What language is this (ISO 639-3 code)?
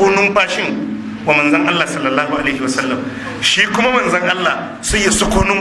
hau